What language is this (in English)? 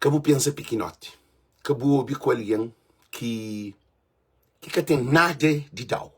Kabuverdianu